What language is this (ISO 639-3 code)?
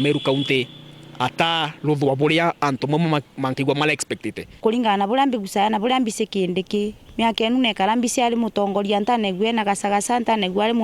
mer